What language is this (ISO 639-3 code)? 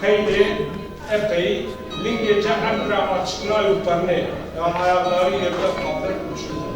zza